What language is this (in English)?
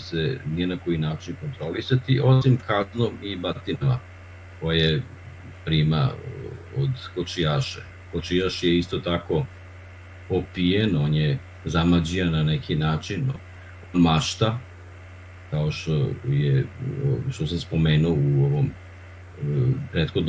Serbian